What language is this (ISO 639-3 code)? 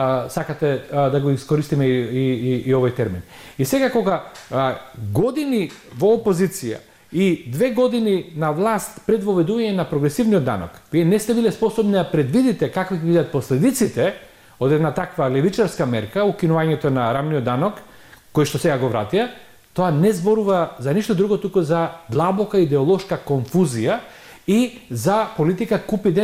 mkd